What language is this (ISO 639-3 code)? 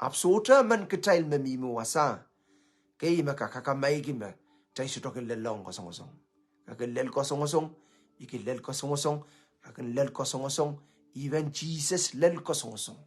pon